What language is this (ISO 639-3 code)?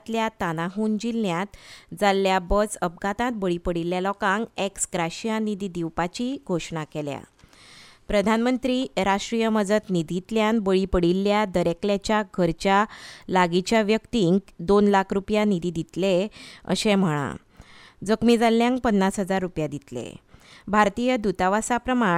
kok